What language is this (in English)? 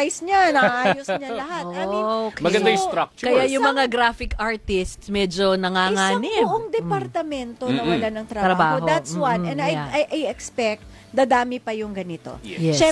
Filipino